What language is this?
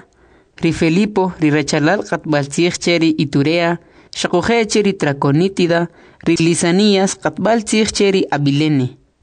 Kʼicheʼ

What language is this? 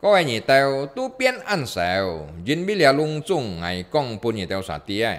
Hakka Chinese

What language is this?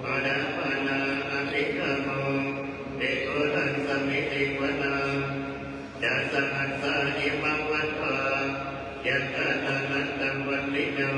Pali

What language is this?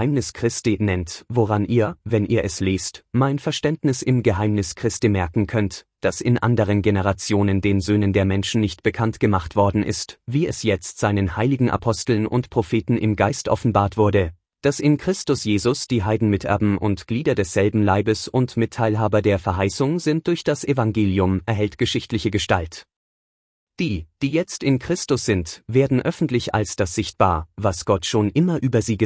German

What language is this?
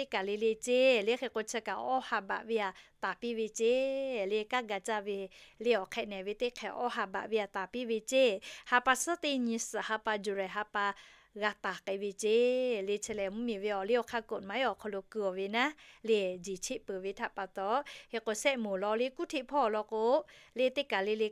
Lahu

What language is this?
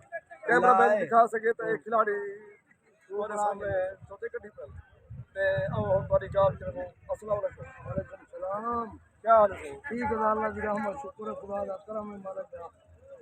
Saraiki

